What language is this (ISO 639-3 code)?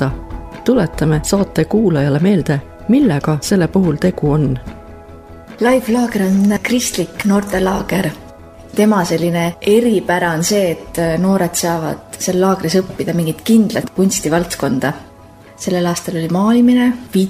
est